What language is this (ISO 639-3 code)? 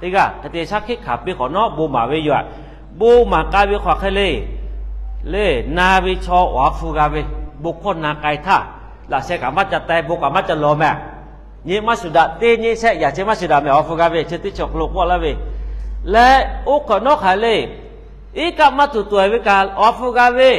lhu